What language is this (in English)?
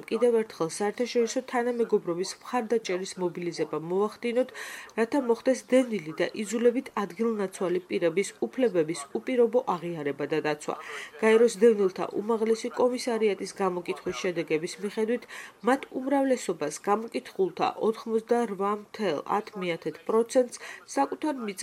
Georgian